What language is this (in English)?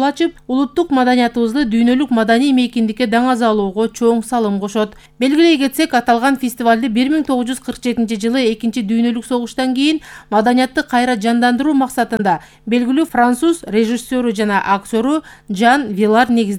Kyrgyz